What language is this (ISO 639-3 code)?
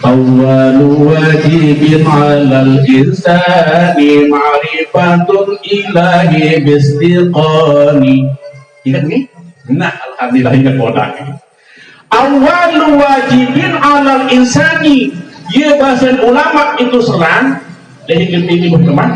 sas